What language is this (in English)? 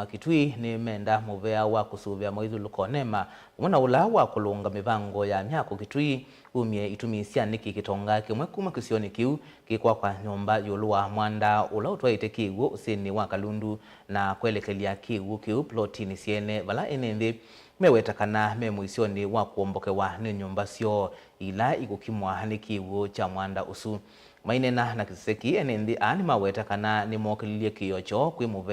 Kamba